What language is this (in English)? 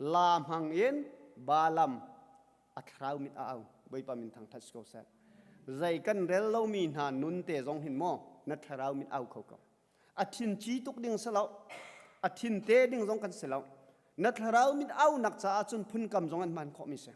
Hakha Chin